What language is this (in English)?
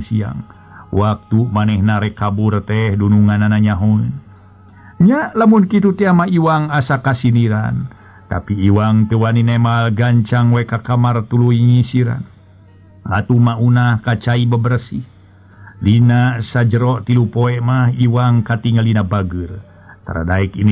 Sundanese